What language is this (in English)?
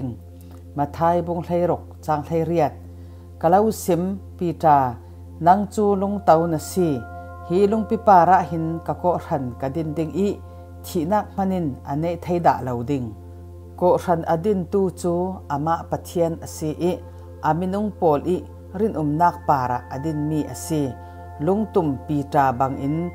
Falam Chin